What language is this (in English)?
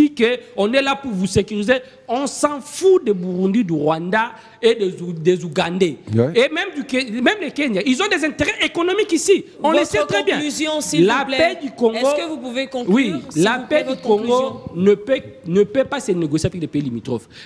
French